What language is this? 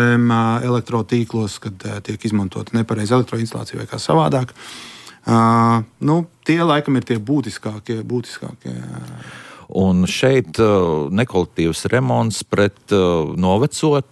Latvian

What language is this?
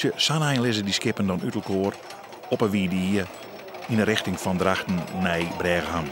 Western Frisian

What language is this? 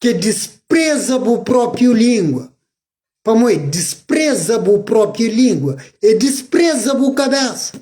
Kabuverdianu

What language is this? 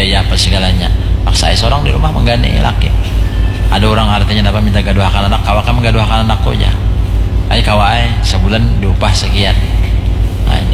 Banjar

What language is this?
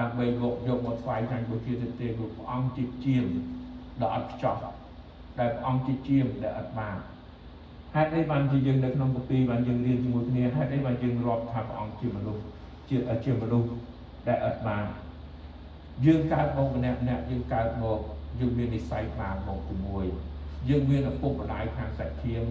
Khmer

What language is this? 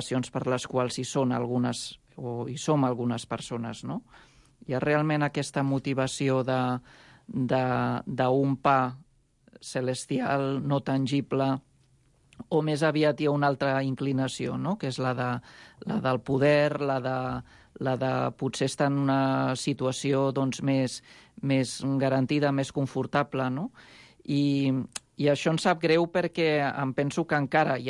Catalan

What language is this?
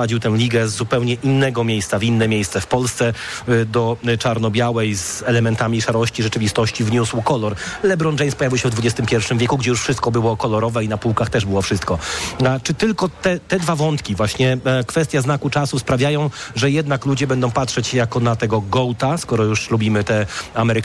Polish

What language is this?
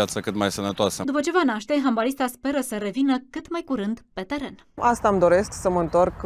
Romanian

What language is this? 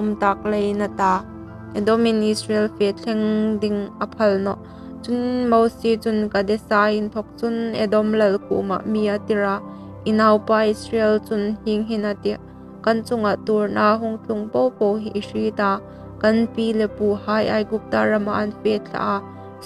Hmar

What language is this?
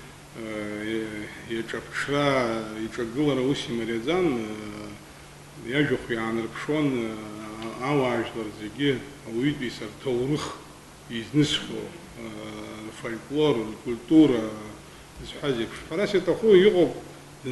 Abkhazian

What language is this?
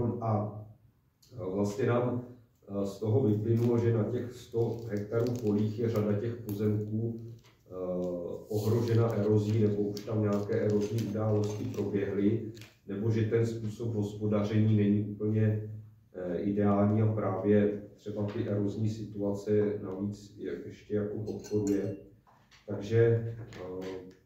Czech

